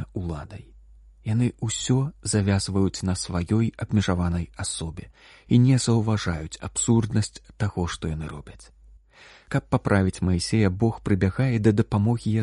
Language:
Belarusian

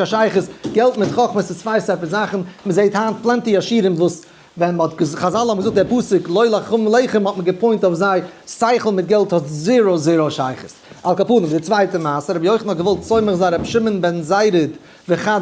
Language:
Yiddish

